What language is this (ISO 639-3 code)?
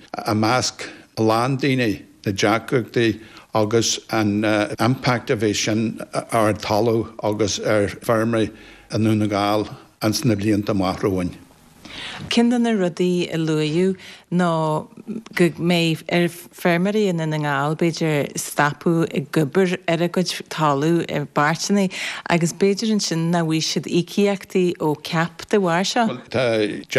gle